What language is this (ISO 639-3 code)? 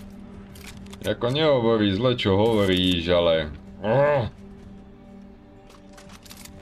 slk